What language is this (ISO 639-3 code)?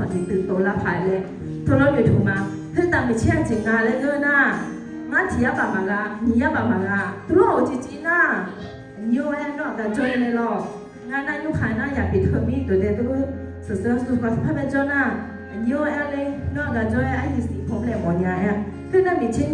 ahk